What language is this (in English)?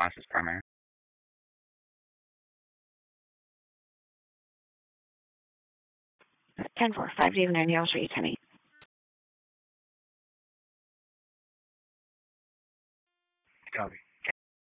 English